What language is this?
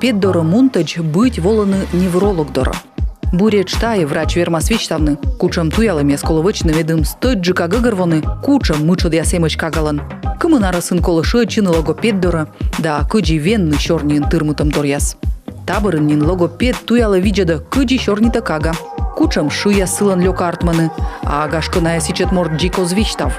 Komi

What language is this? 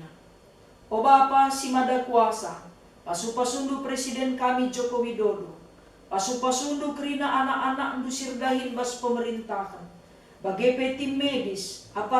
Batak Karo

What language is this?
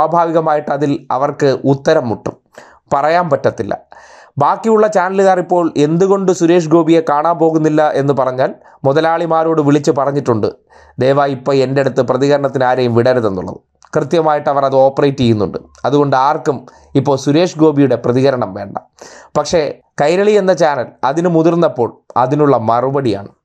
Malayalam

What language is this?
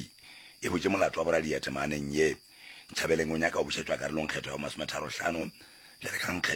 Northern Sotho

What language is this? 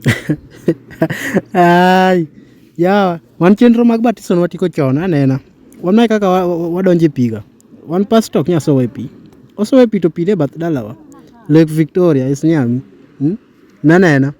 Luo (Kenya and Tanzania)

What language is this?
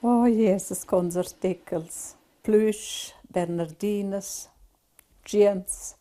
Romansh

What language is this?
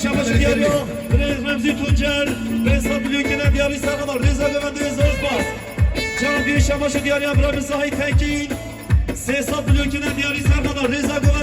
Kurdish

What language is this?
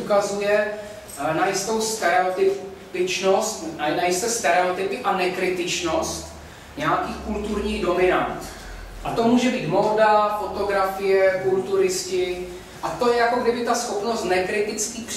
Czech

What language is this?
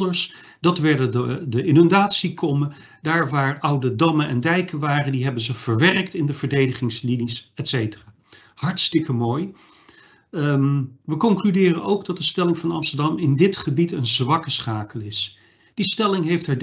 Dutch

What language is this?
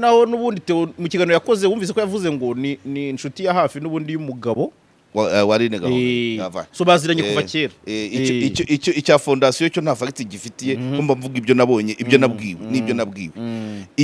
Kinyarwanda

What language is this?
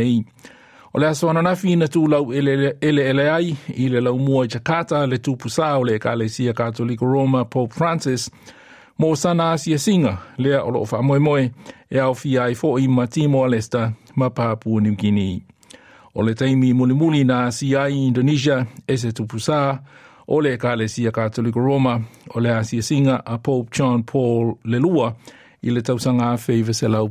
Samoan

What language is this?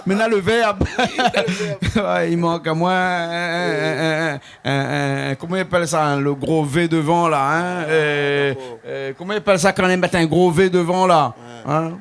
Réunion Creole French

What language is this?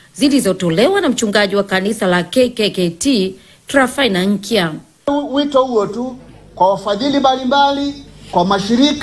Swahili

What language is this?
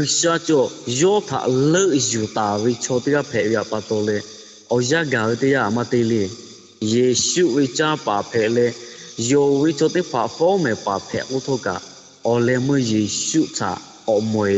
Lahu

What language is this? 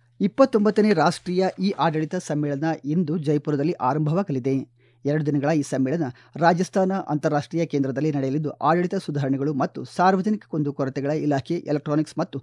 Kannada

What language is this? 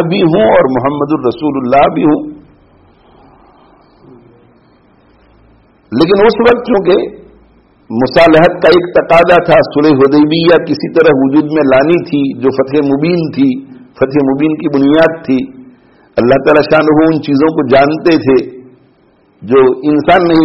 Urdu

